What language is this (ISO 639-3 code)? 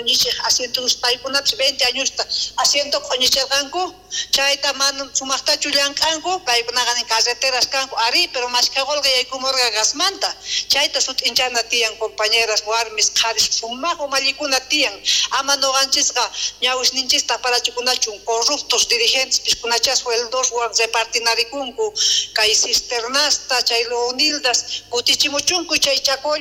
quh